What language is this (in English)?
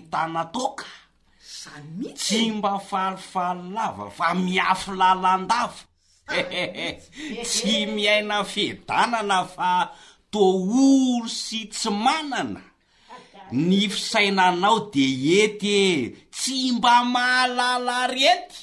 Malagasy